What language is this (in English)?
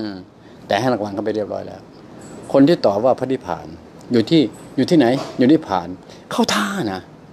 Thai